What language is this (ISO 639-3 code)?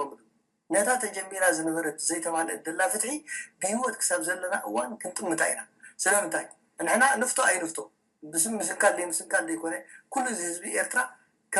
tir